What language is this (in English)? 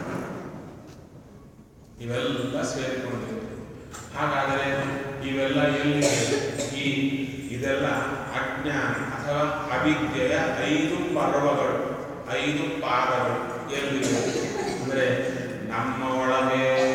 Kannada